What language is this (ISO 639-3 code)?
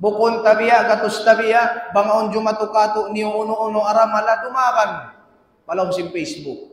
tsg